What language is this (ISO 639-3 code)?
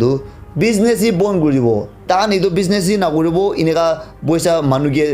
nag